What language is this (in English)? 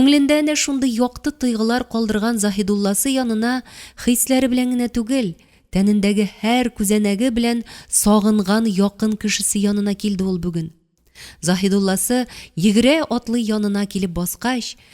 Tatar